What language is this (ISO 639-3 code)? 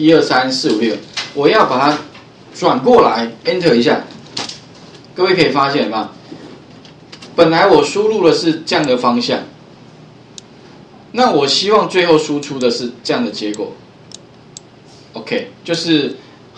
zho